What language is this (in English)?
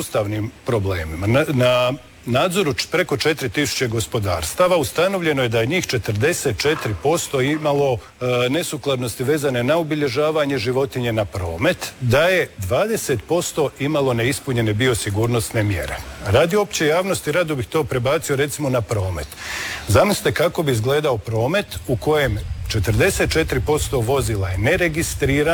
Croatian